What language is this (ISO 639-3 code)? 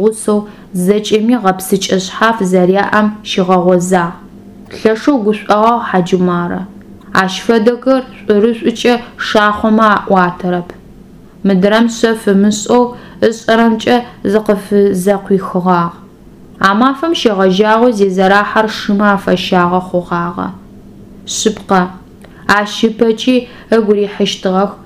ady